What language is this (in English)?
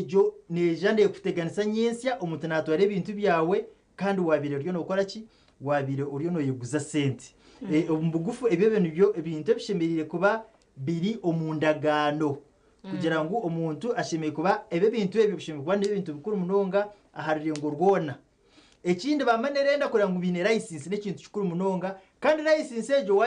Nyankole